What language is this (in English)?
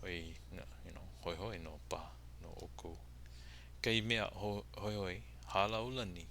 Hawaiian